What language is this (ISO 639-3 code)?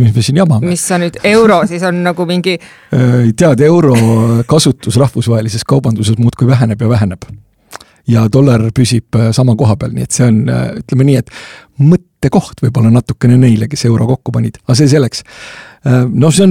est